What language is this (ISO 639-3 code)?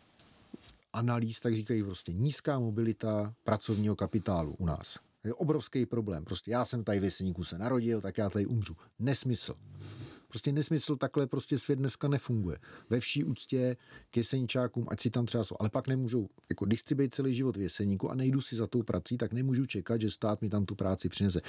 ces